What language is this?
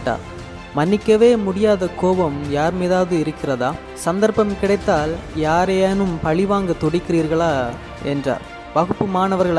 Tamil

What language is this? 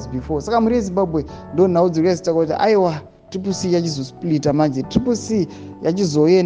Shona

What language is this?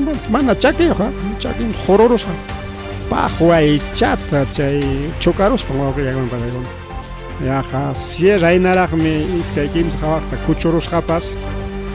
Ayacucho Quechua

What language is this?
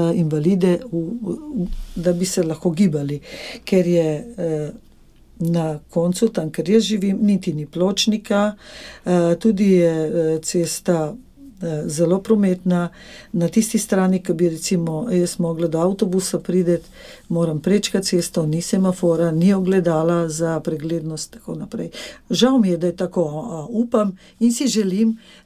Slovenian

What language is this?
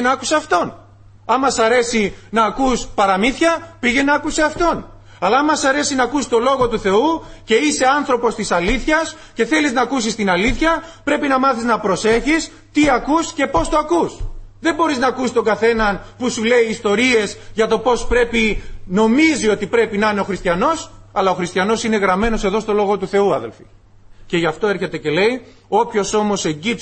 Greek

